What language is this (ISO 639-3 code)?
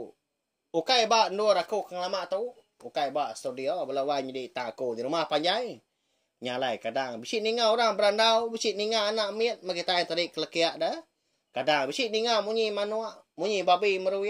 iba